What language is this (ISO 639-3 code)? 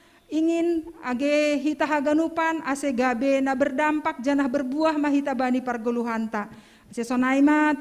bts